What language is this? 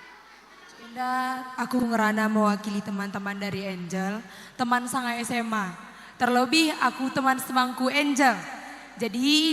Batak Karo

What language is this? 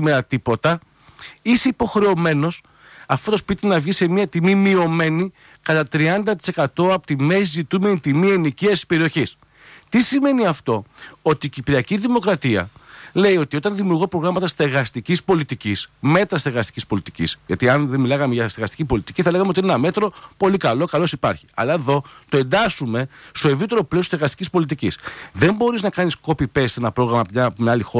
Greek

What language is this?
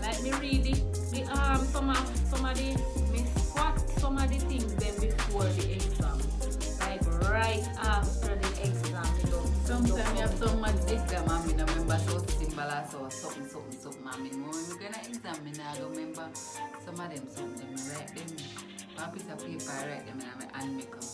Jamaican Creole English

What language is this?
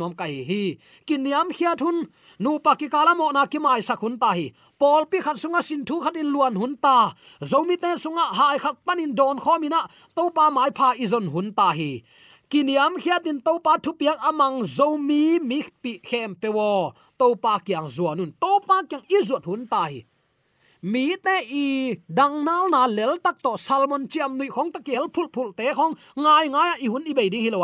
Tedim Chin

